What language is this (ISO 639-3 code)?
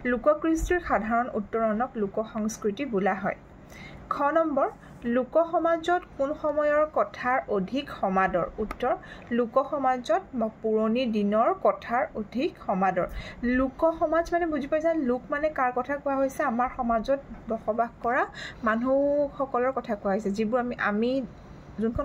asm